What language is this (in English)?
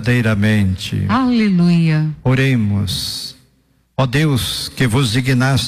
Portuguese